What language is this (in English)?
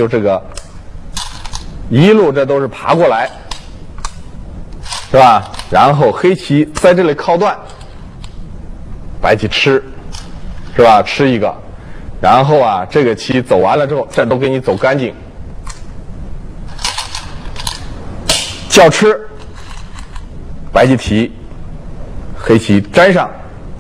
Chinese